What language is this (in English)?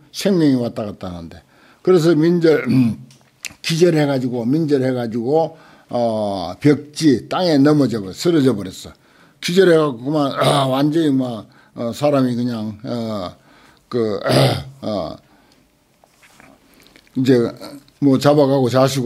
Korean